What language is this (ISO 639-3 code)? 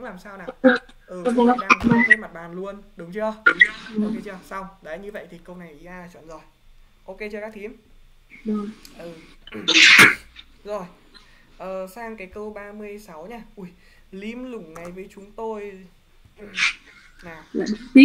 vie